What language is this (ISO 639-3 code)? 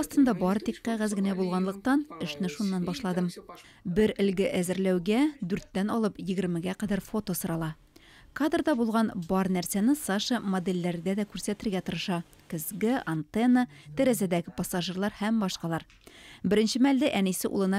tat